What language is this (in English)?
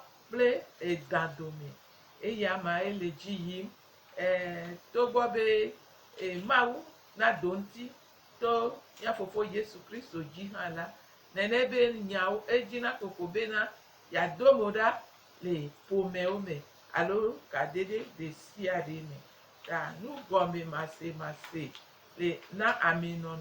Gen